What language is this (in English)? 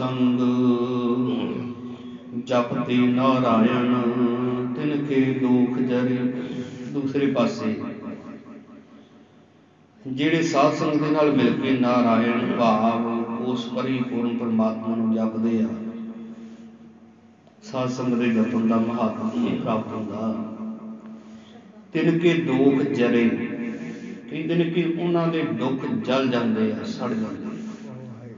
Punjabi